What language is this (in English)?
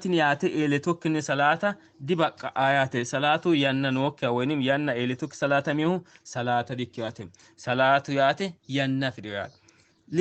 Sidamo